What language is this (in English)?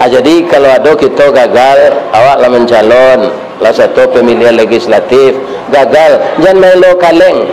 Minangkabau